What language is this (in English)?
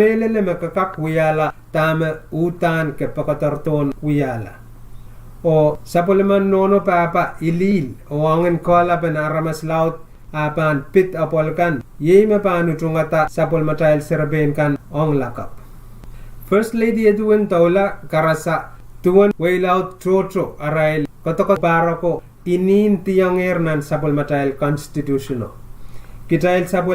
Pohnpeian